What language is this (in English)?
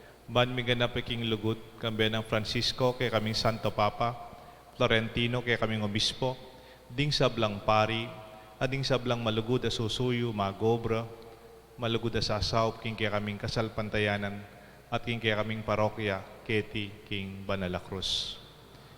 Pampanga